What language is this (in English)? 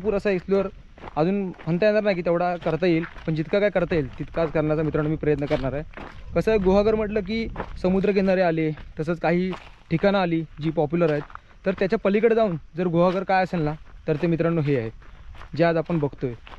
Marathi